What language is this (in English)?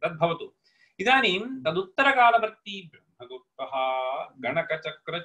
Sanskrit